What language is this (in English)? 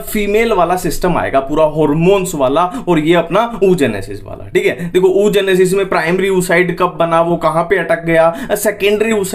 Hindi